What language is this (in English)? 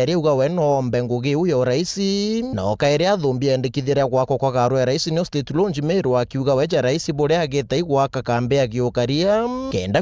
Meru